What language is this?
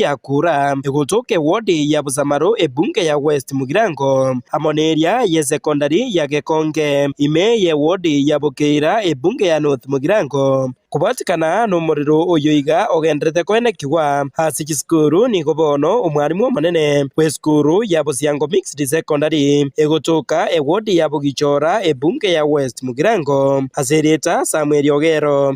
Gusii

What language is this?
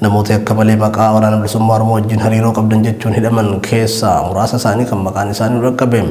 Oromo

